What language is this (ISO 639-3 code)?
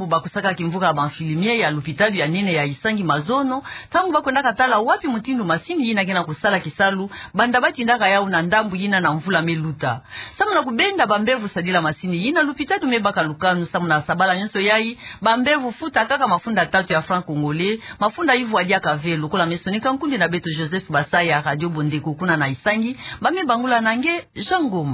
ktu